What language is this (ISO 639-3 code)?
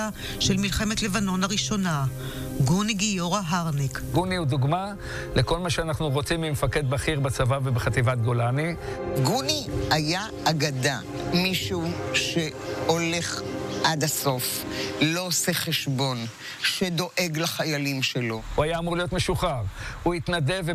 heb